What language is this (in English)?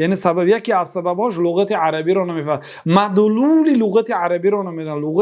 Persian